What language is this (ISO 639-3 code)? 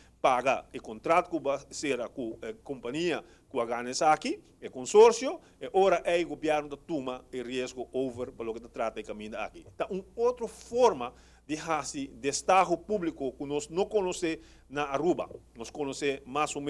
pap